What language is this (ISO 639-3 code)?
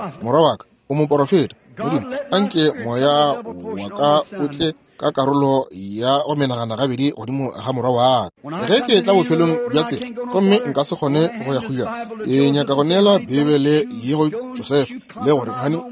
nso